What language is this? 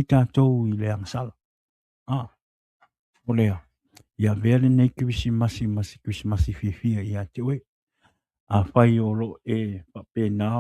Samoan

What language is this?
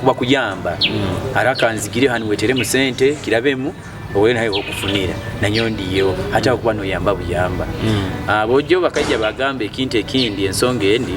Nyoro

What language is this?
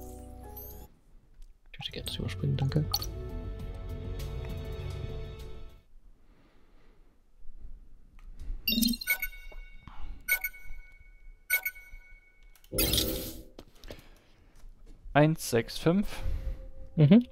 German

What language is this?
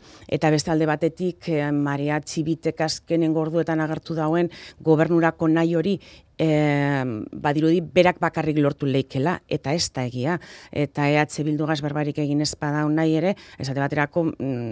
Basque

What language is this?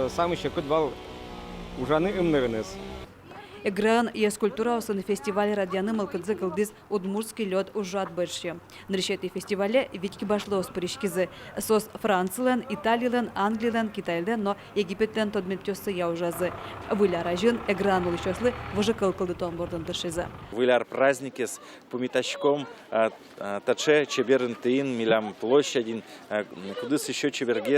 Udmurt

